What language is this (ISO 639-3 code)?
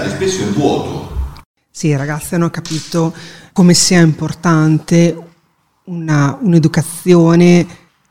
ita